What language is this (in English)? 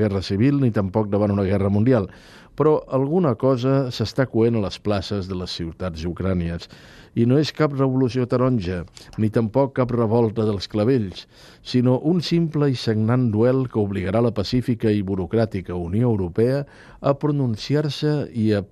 Catalan